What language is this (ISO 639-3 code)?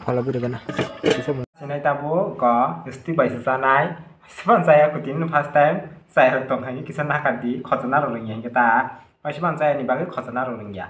trp